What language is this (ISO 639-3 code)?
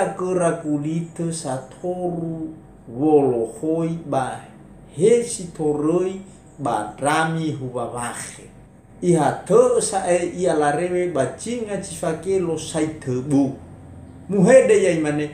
nia